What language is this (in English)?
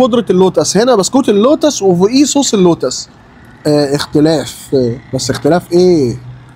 Egyptian Arabic